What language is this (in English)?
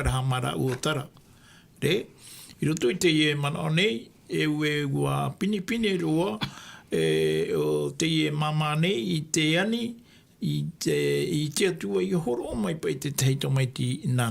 Tahitian